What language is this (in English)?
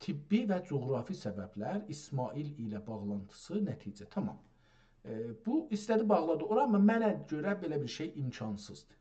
South Azerbaijani